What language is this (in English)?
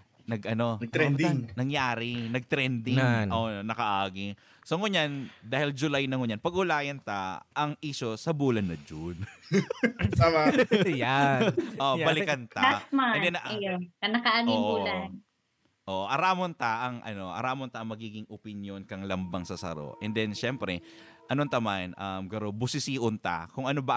Bikol